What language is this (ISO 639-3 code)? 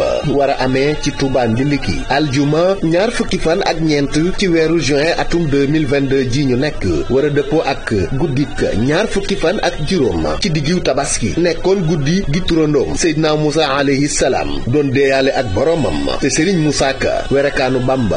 wol